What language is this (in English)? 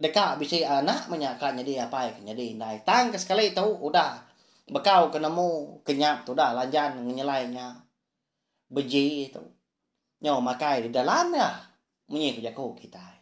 Iban